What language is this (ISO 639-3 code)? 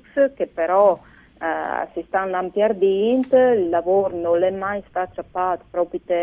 fur